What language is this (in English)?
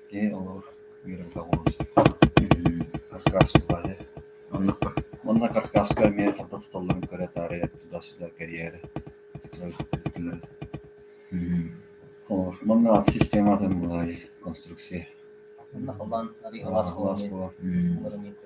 Yakut